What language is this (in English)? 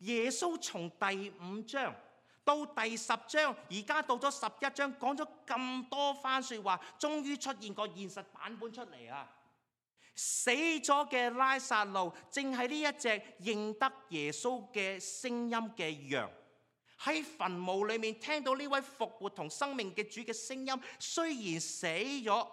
Cantonese